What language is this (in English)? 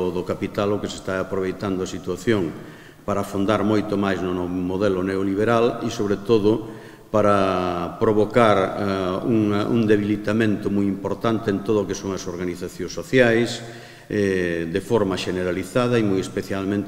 Galician